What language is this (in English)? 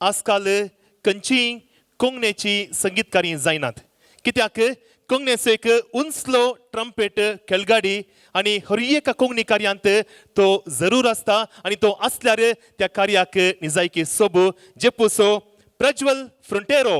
Konkani